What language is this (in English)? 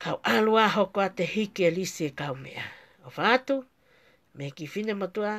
Tongan